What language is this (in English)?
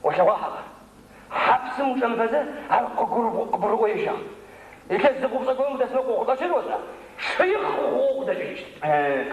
Adyghe